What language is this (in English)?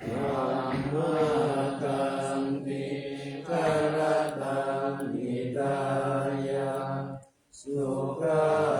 Pali